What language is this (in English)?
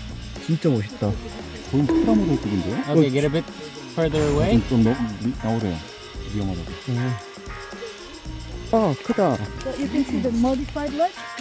Korean